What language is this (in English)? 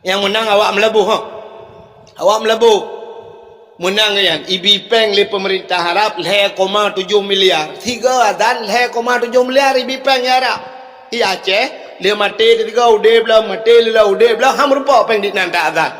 Achinese